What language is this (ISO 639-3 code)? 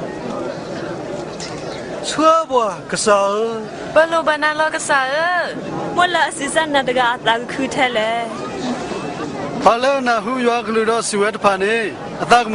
ksw